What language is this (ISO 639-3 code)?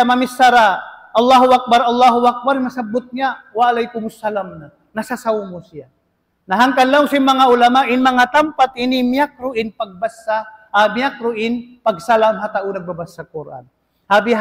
tsg